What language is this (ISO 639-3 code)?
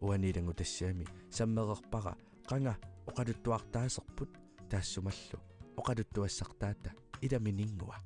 kal